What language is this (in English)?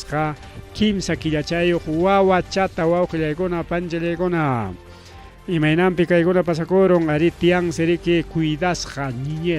Ayacucho Quechua